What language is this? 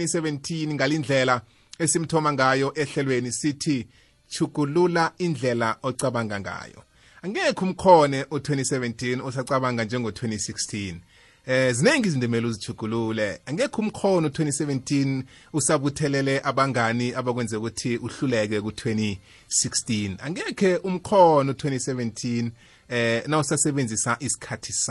South Ndebele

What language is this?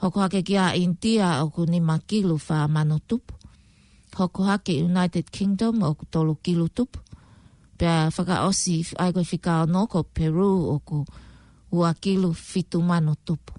Tongan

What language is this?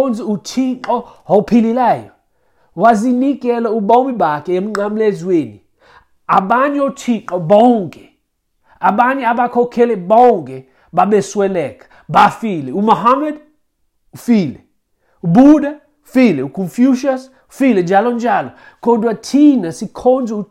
Xhosa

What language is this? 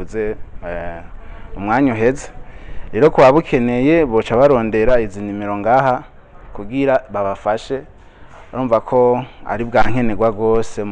Rundi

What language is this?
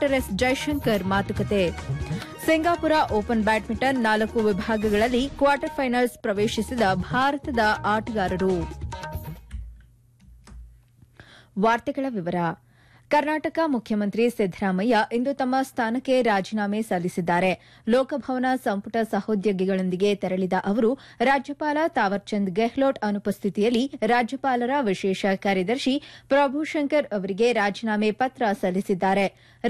Kannada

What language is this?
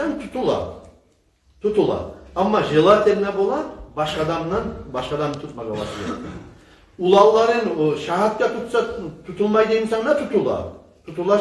Kumyk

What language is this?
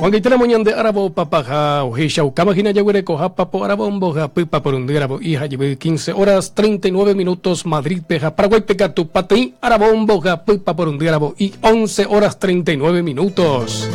Guarani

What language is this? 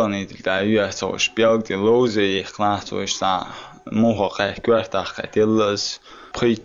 Chechen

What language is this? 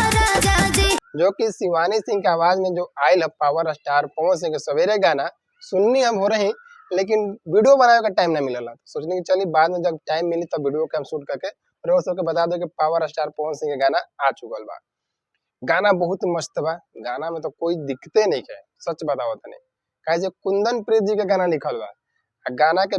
Bhojpuri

